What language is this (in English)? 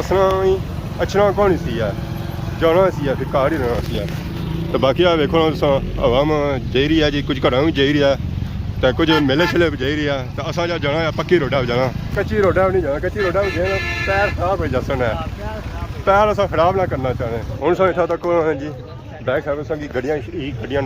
Pahari-Potwari